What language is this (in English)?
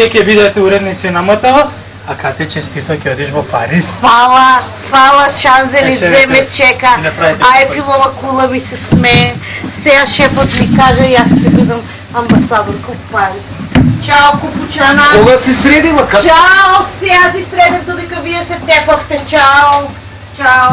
Macedonian